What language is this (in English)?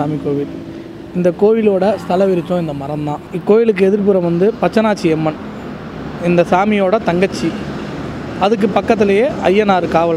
Tamil